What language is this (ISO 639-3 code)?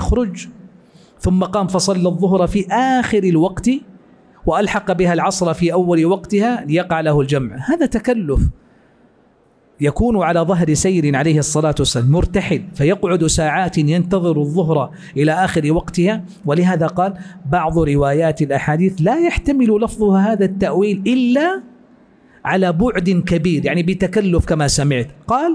ara